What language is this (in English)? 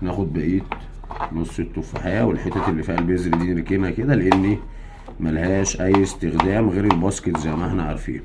Egyptian Arabic